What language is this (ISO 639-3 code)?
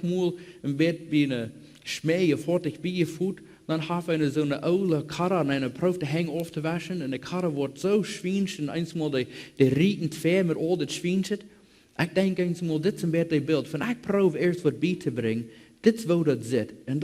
pdt